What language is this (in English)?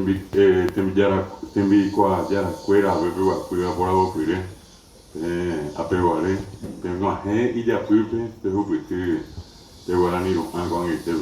Guarani